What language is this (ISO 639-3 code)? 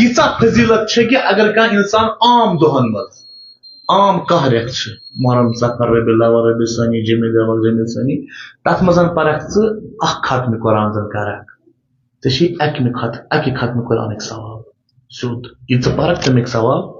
kas